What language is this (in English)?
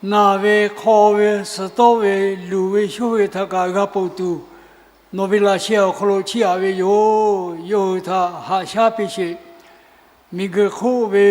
Lahu